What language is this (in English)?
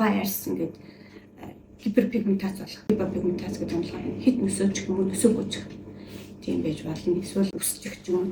Mongolian